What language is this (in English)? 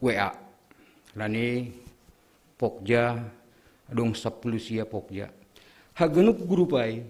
Batak Simalungun